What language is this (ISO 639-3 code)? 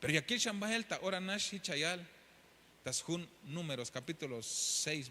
tzh